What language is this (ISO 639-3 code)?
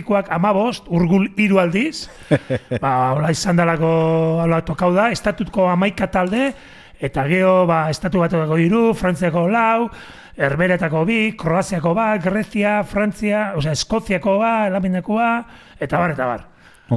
eus